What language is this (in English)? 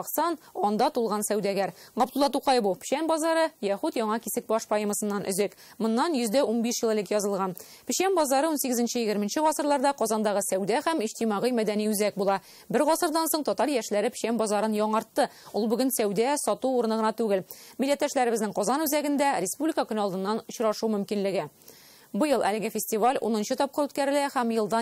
Tatar